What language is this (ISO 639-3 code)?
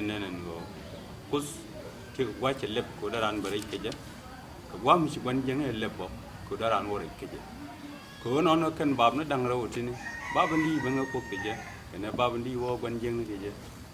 nus